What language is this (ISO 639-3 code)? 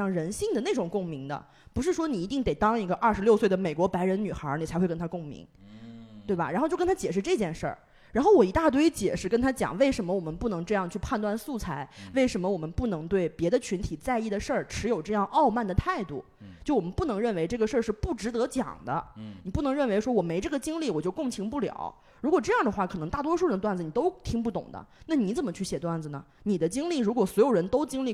zho